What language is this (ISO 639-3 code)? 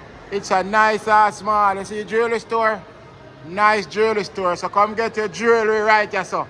jam